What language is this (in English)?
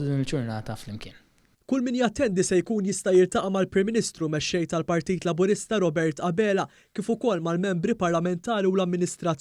Maltese